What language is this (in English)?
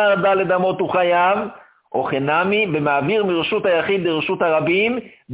Hebrew